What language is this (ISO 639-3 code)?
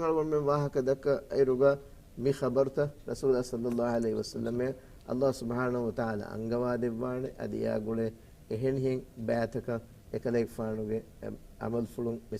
div